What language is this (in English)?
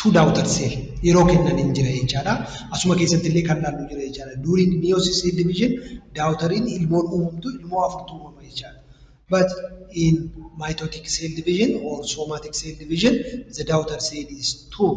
Oromo